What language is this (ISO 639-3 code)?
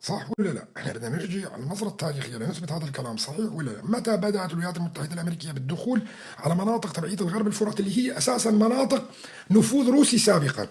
apc